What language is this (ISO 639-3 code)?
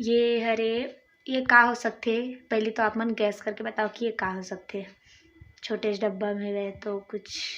hne